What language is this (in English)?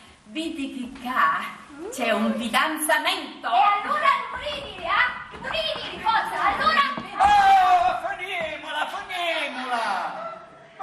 Sicilian